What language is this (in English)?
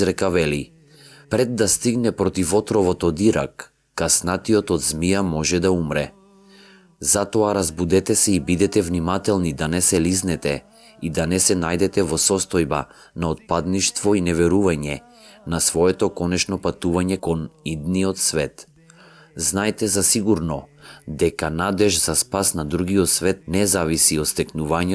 Macedonian